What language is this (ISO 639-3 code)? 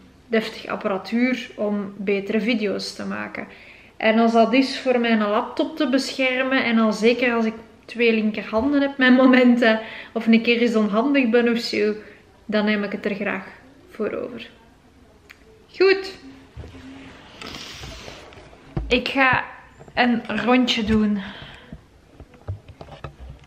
nld